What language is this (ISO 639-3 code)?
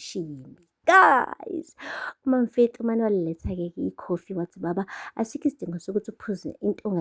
zul